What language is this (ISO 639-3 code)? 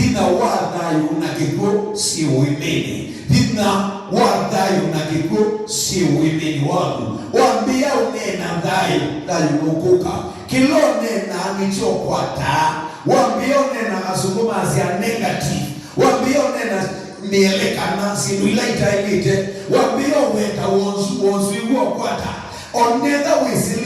kam